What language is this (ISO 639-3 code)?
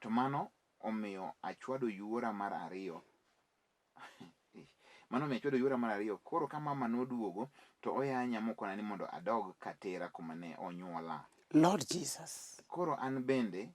luo